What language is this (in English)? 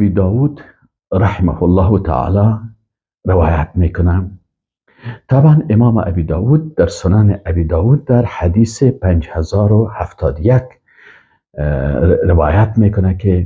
Persian